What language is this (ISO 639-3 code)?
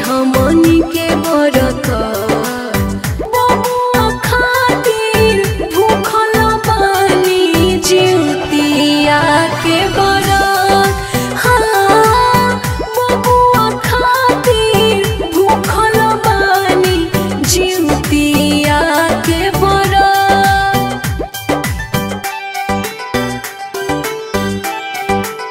bho